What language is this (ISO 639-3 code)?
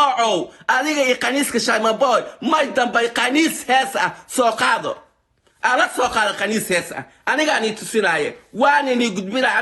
som